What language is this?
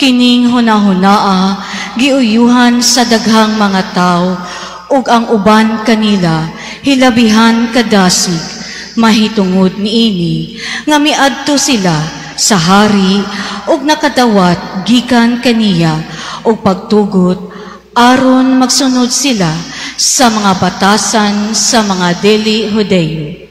Cebuano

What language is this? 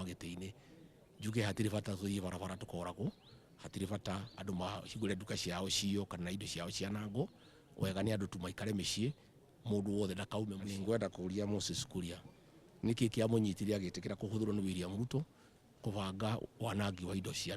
Kikuyu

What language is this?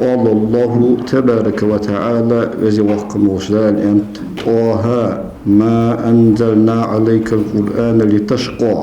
Ingush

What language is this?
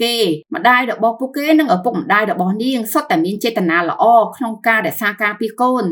Khmer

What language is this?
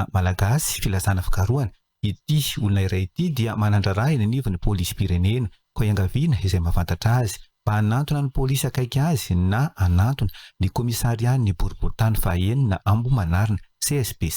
Malagasy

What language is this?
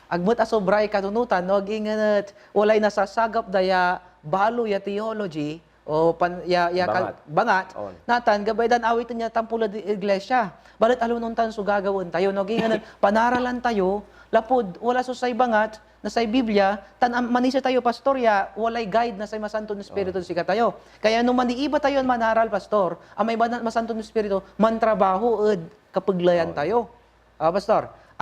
Pangasinan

